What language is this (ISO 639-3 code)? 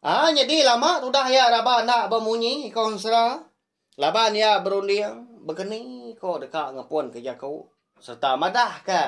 iba